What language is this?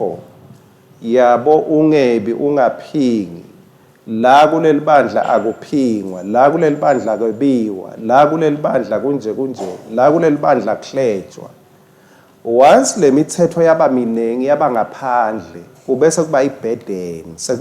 Swati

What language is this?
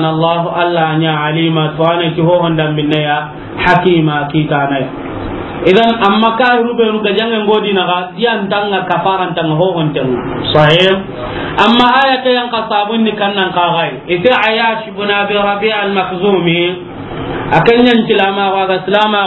Soninke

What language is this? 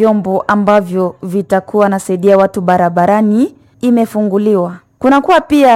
Swahili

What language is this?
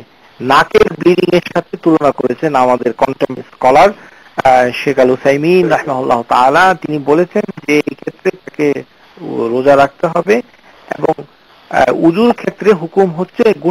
Bangla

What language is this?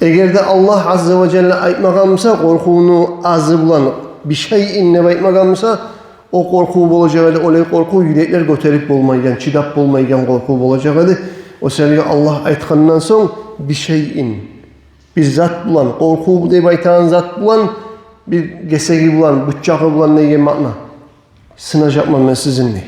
Kumyk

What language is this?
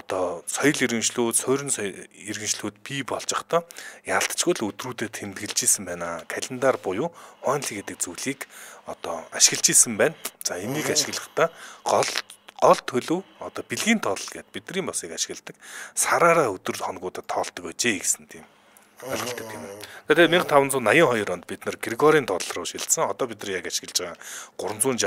Mongolian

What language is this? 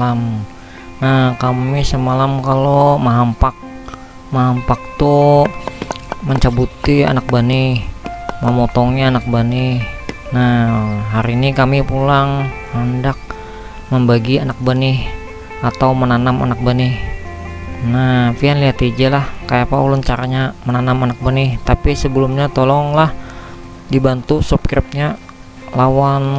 Banjar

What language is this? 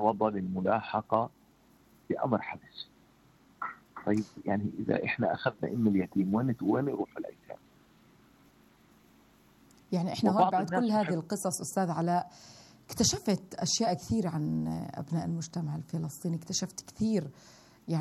South Levantine Arabic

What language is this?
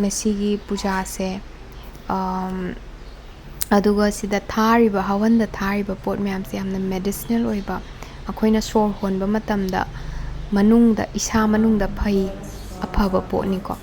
Manipuri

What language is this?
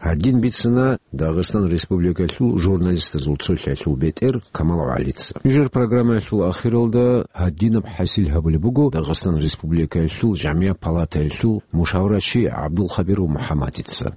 Avaric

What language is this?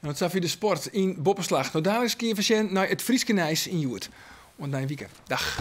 Western Frisian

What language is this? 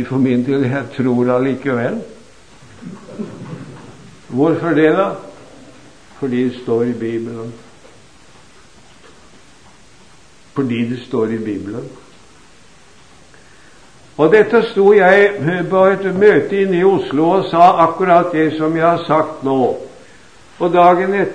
Norwegian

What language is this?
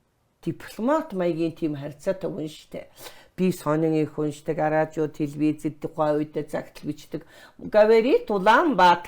Mongolian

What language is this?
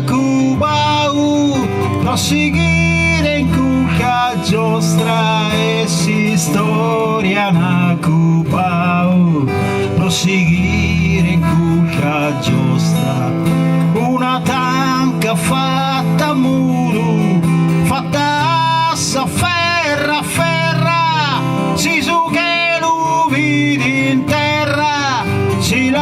Sardinian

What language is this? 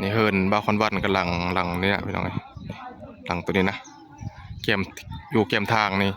Northeastern Thai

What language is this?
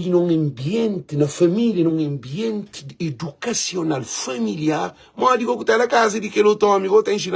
Kabuverdianu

